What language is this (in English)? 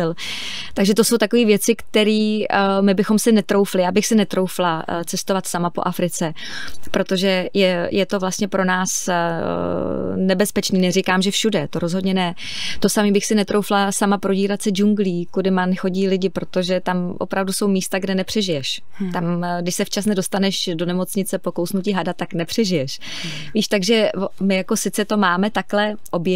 Czech